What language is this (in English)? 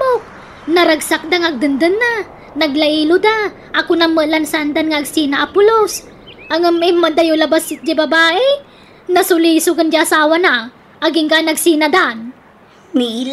Iloko